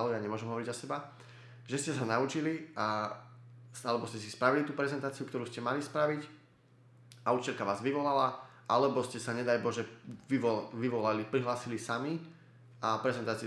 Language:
Slovak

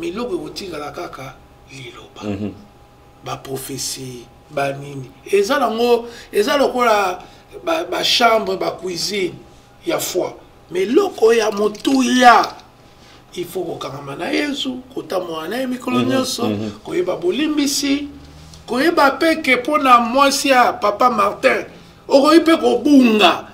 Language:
Lingala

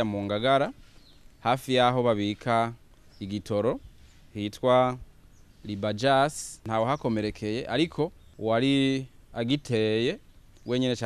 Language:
Rundi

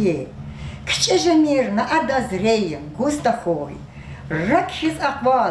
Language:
Lezghian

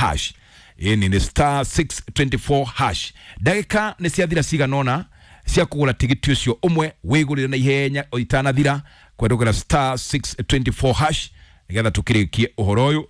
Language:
Kikuyu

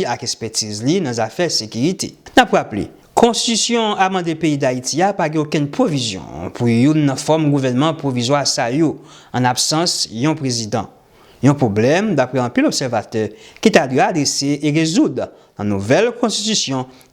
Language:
Haitian Creole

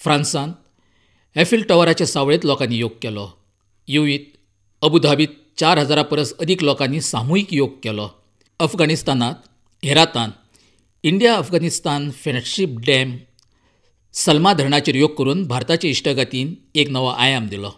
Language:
Konkani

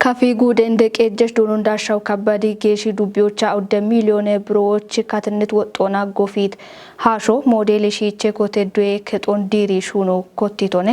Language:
Kafa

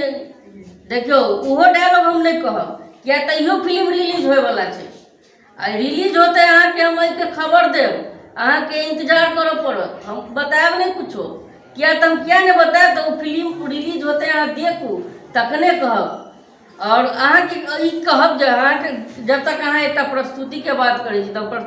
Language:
Maithili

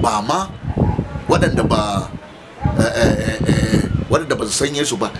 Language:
Hausa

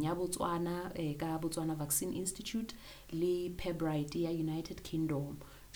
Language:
Southern Sotho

